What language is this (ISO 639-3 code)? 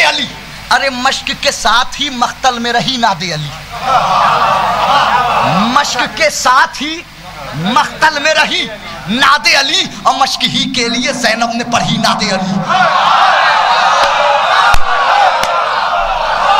urd